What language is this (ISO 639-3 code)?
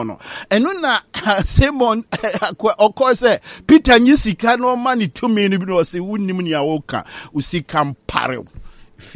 aka